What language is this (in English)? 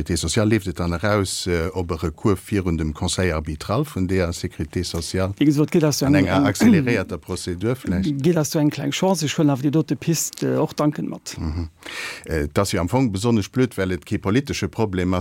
Luxembourgish